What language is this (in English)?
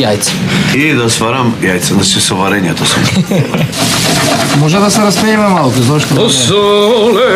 Macedonian